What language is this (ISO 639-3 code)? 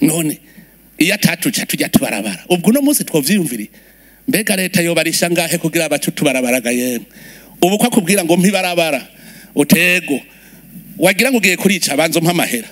run